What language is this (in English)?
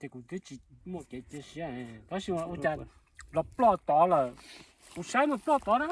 Hmong